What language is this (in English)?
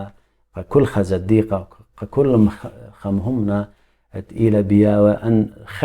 Assyrian Neo-Aramaic